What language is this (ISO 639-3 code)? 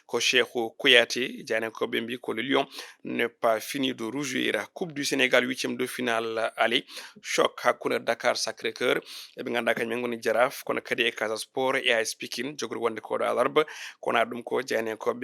ful